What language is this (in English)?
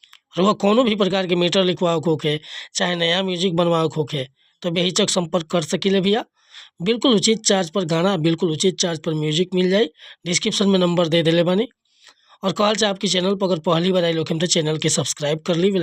Bhojpuri